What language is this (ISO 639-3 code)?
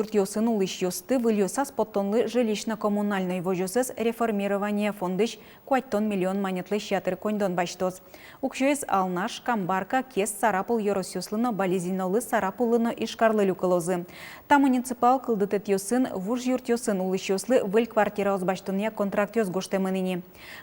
udm